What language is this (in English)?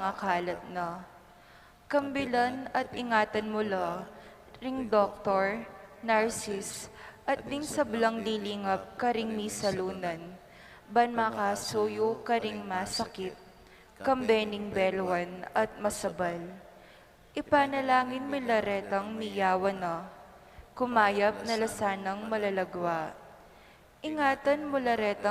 Pampanga